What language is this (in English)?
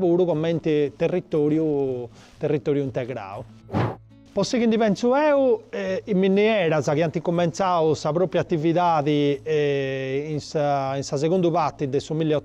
Sardinian